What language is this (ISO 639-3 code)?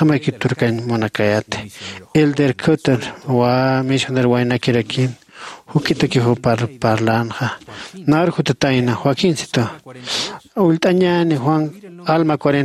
aym